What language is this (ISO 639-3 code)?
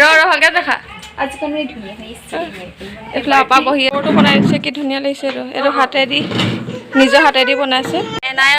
asm